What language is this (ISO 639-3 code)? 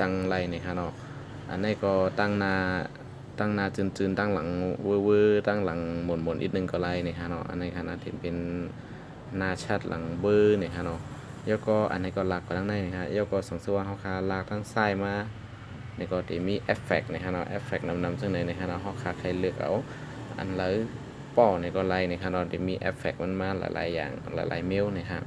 shn